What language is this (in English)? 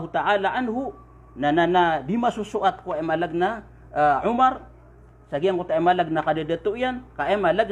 Maranao